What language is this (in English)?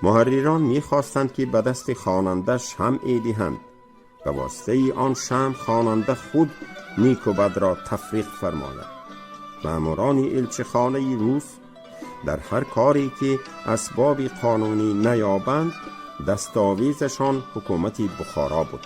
Tajik